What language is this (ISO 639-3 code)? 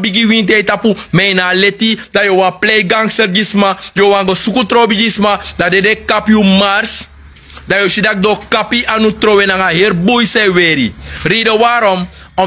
srn